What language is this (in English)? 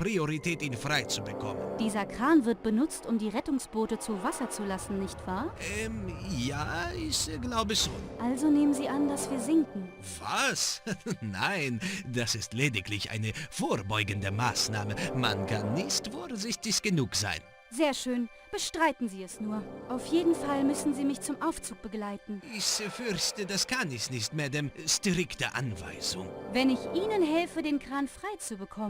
Bavarian